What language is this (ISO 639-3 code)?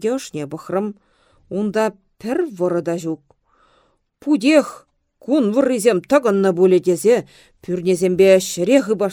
chv